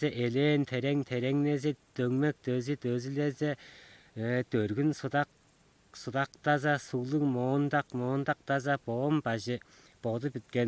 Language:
Tuvinian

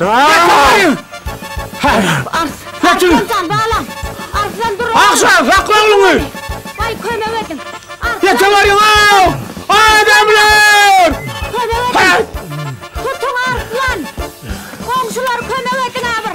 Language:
Turkmen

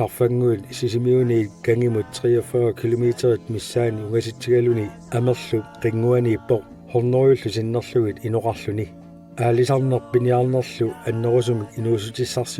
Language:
Kalaallisut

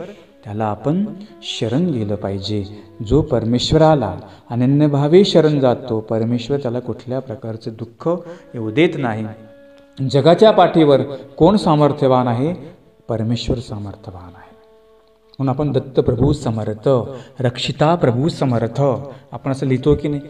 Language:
Marathi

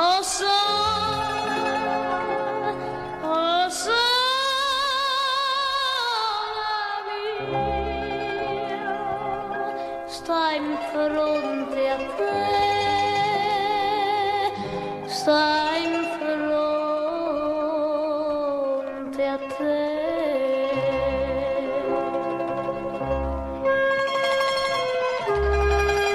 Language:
Italian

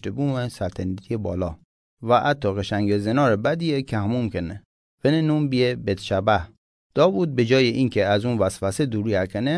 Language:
Mazanderani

